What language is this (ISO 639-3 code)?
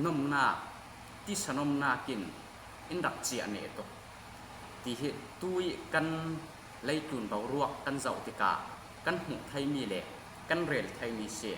cfm